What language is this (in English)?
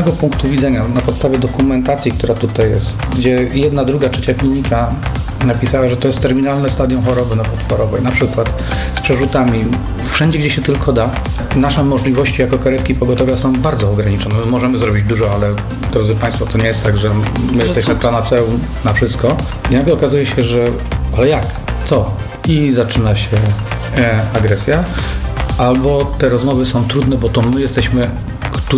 Polish